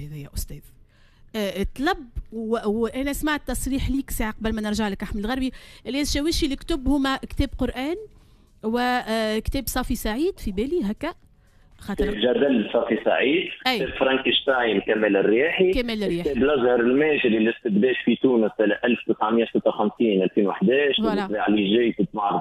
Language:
Tunisian Arabic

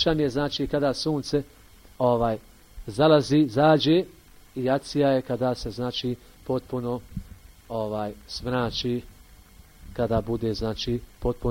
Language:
Bosnian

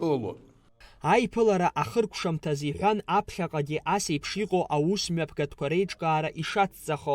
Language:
Abkhazian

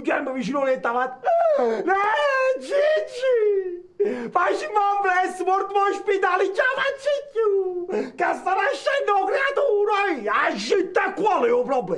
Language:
Neapolitan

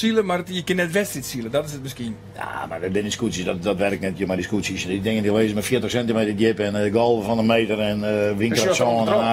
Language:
Western Frisian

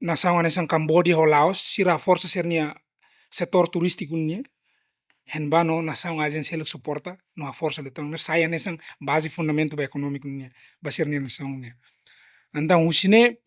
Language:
Tetum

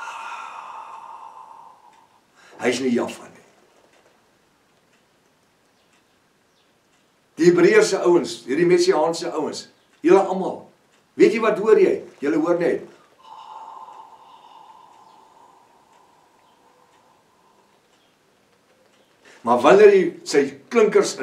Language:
Afrikaans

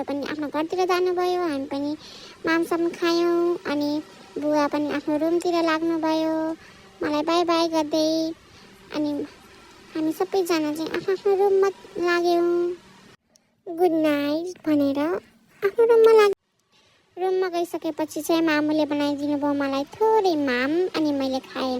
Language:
Nepali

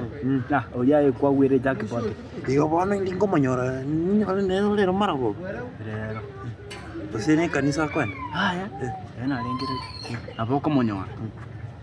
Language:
Gusii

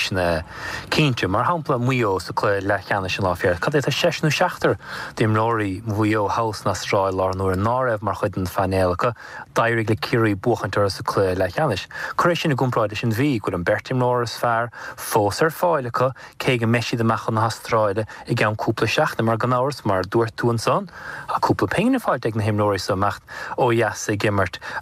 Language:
Irish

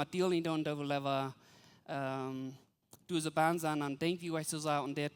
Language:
Plautdietsch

